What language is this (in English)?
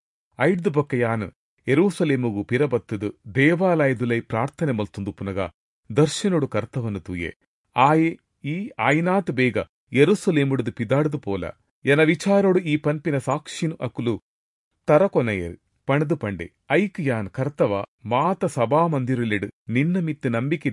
Tulu